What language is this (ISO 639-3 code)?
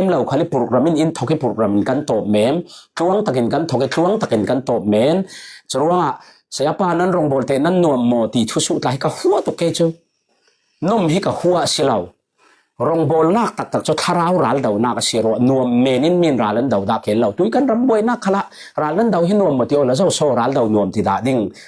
cfm